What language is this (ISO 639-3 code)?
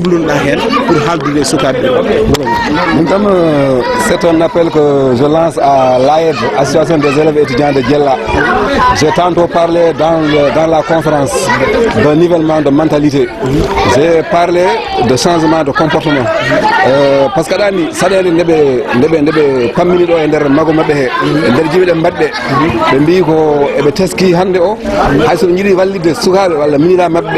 ful